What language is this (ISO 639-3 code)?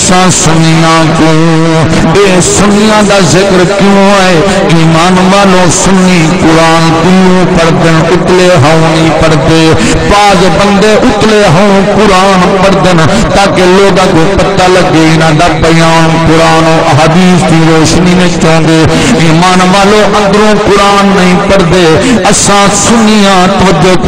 skr